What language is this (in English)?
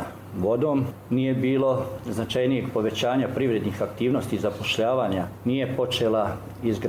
Bosnian